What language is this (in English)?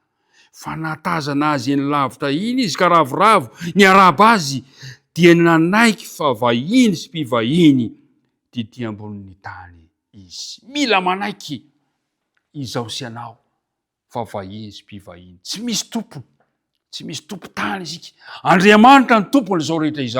Malagasy